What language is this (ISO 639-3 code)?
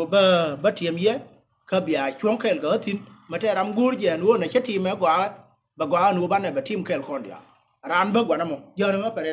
nus